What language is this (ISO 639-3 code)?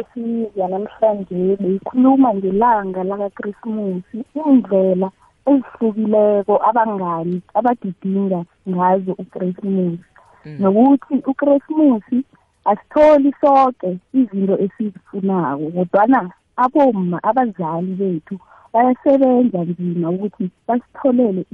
nbl